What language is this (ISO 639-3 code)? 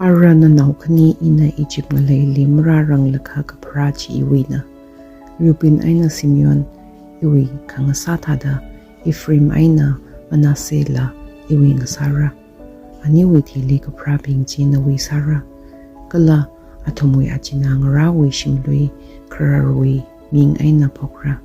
nmf